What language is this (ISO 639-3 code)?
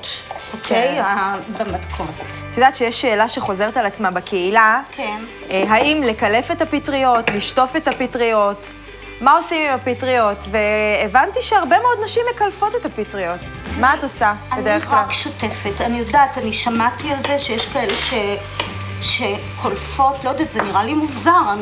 heb